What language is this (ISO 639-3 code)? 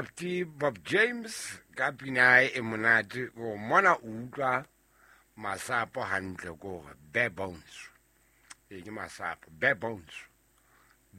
sot